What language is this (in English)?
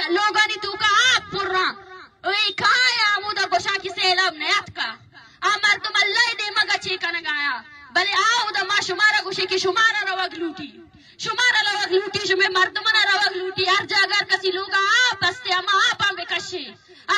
Baluchi